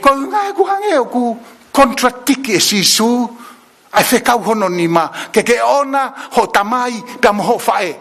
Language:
Tongan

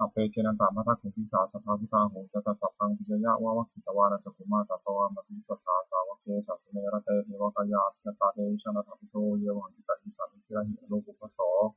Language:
Pali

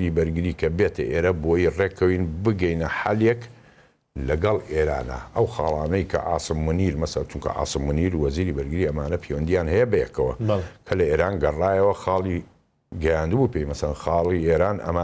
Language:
Central Kurdish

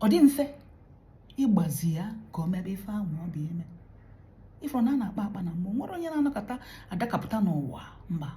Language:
Igbo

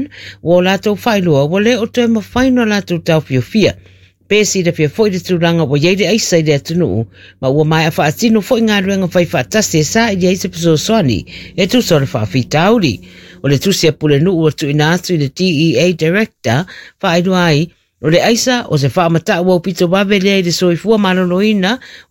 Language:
Samoan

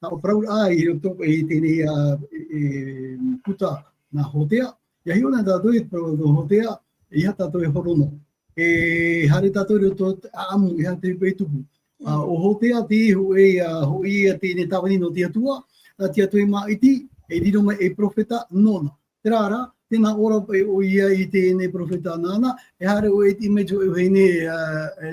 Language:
Tahitian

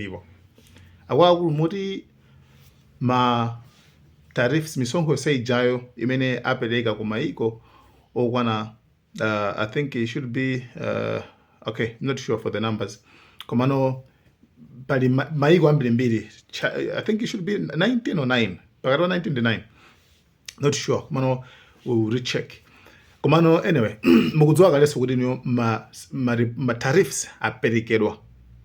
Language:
Nyanja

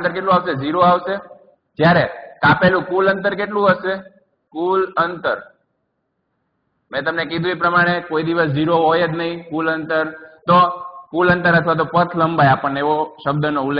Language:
Gujarati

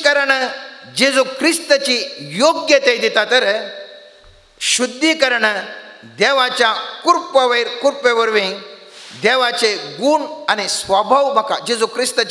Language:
Konkani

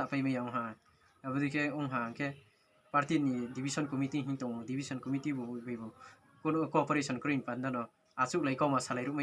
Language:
Riang (India)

